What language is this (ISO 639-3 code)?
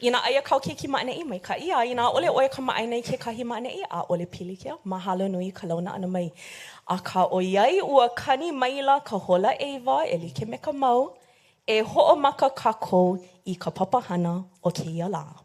haw